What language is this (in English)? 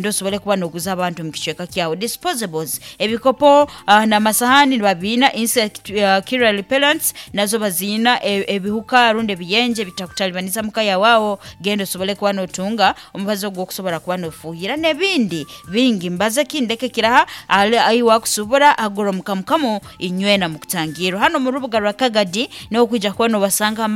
Nyoro